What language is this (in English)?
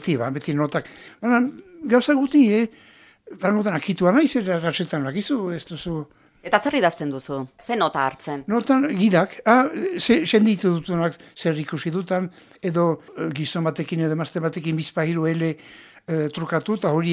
Basque